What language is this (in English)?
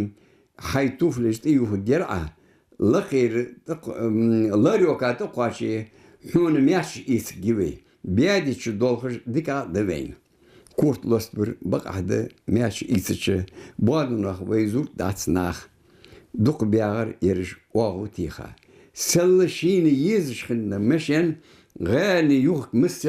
Ingush